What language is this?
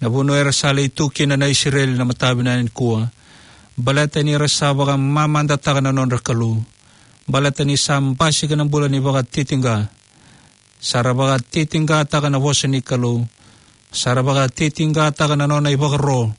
Fijian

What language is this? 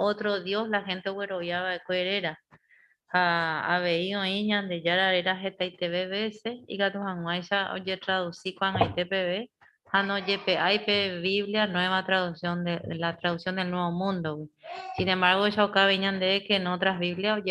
Guarani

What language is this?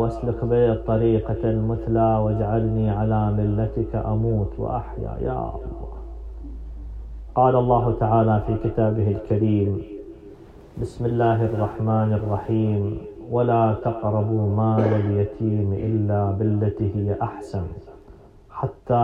Arabic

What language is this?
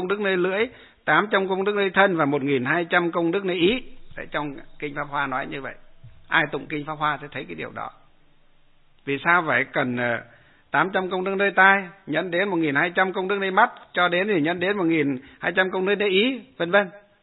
Vietnamese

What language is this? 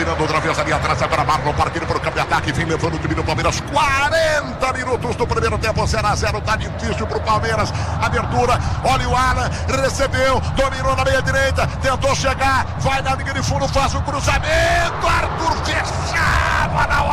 Portuguese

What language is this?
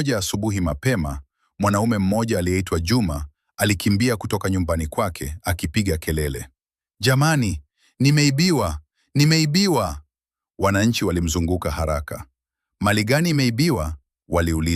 Swahili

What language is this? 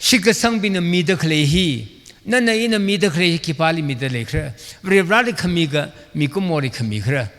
Tangkhul Naga (India)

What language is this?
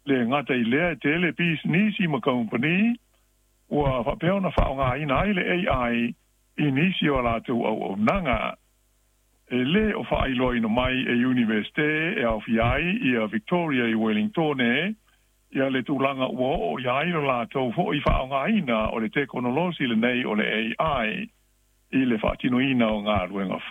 Samoan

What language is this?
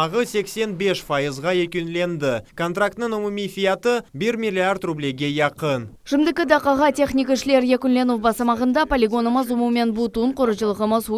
Crimean Tatar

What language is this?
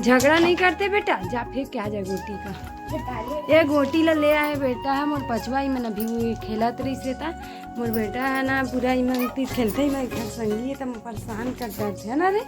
Chhattisgarhi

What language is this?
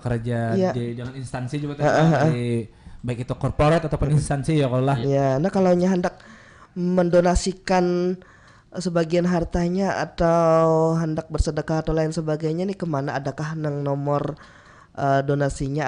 Banjar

